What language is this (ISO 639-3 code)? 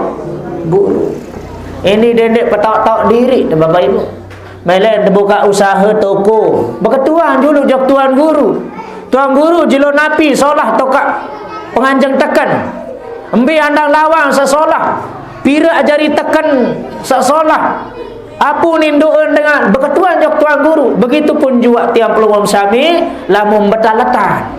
sas